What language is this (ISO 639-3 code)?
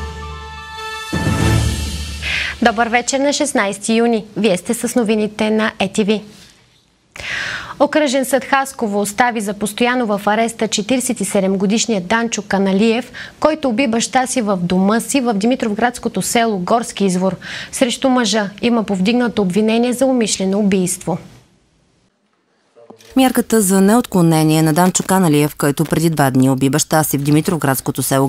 bul